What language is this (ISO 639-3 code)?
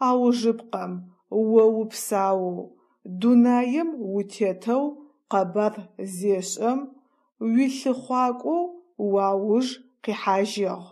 ady